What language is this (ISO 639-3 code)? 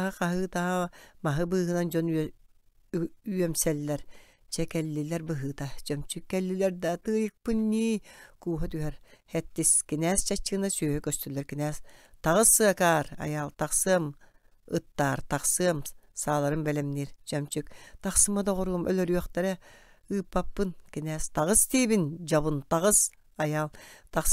sah